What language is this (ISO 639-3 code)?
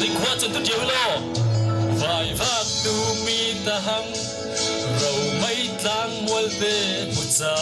cfm